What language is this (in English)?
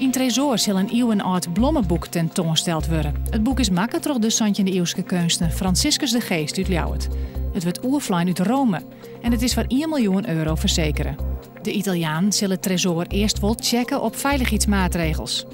Western Frisian